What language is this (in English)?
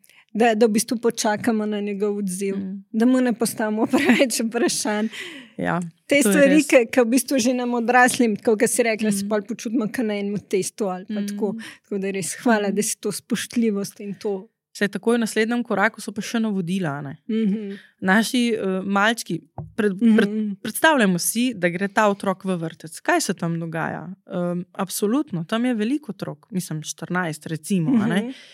Slovenian